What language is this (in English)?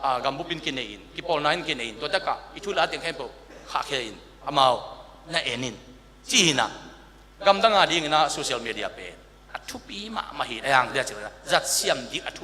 Tedim Chin